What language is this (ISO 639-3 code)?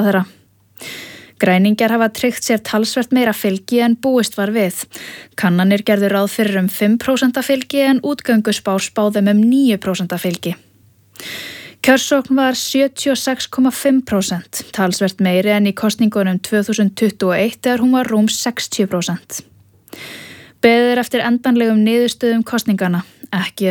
isl